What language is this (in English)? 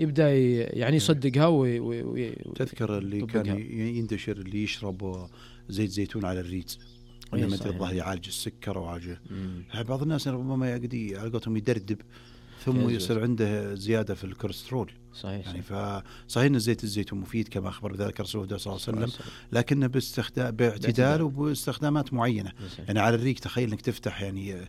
Najdi Arabic